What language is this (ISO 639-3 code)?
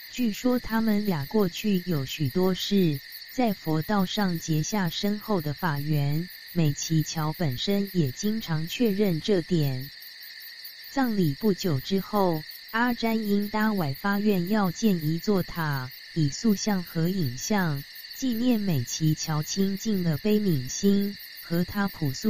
zho